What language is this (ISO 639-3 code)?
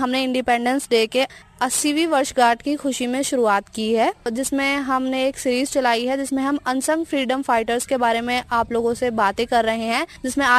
hin